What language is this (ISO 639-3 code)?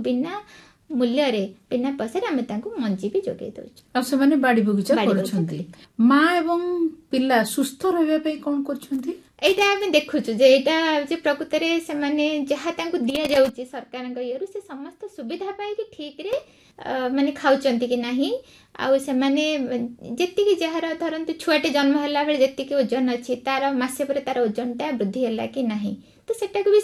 ori